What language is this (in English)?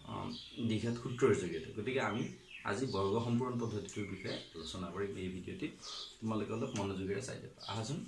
Assamese